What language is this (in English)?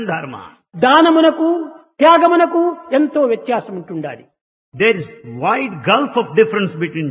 Telugu